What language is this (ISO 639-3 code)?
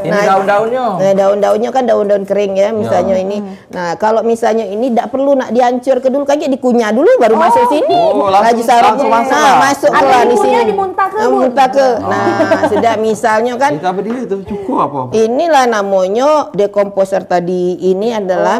mui